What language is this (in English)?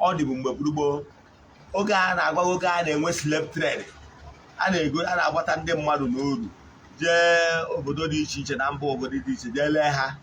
Igbo